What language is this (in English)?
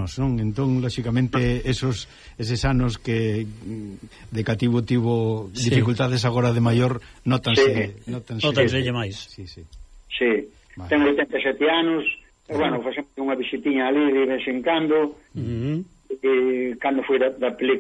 Galician